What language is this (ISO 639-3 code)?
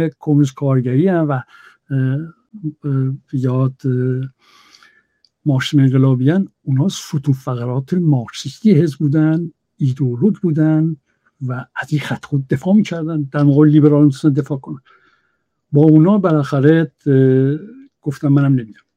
fas